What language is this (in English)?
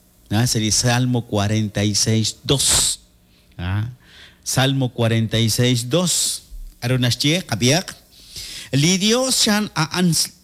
Kekchí